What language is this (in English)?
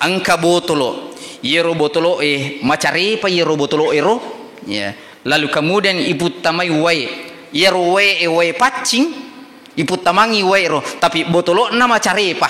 Buginese